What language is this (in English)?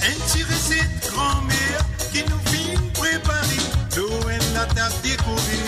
Morisyen